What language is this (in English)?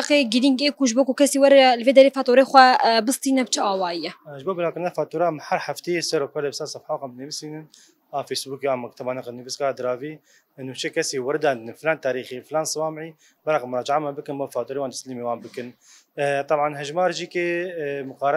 Kurdish